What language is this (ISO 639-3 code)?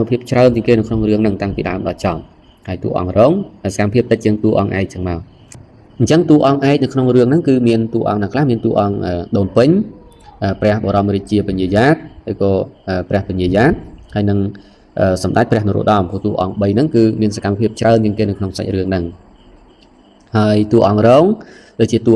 khm